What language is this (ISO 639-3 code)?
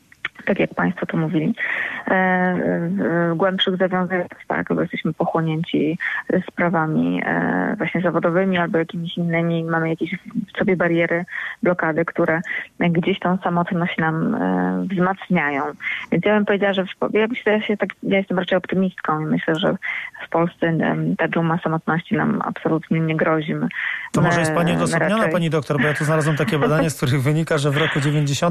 pol